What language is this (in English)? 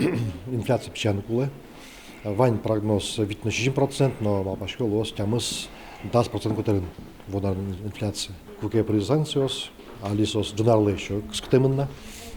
Udmurt